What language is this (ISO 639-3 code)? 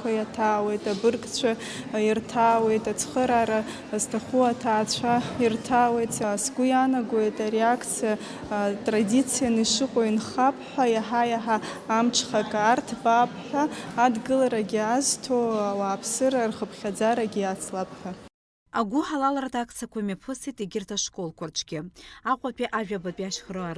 abk